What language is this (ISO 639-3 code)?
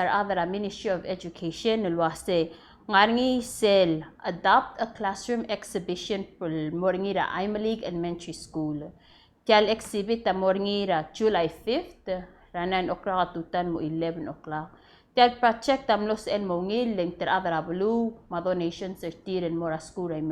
pau